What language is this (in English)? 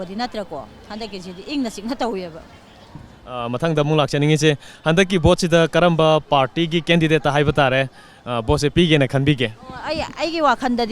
Manipuri